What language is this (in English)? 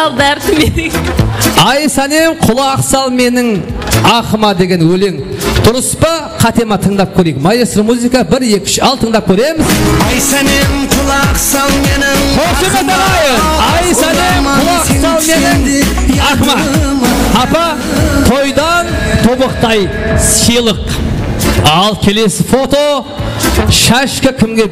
Kara-Kalpak